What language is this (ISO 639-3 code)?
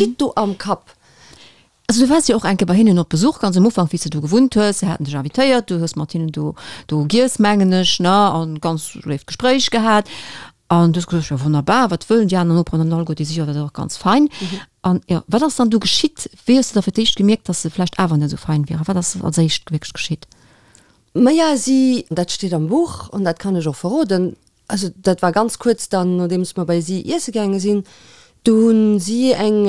ltz